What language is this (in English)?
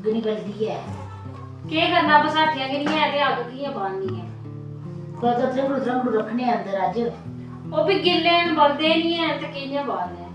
Dogri